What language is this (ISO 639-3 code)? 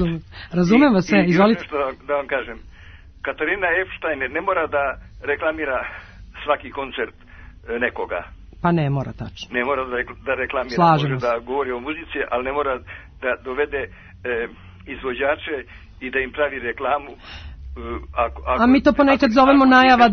srp